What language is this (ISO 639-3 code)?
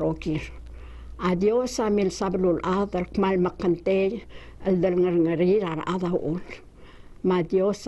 pau